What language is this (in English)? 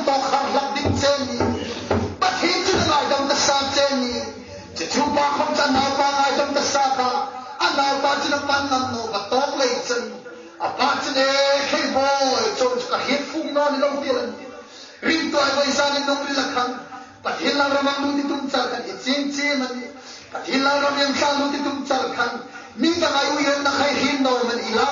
Hmar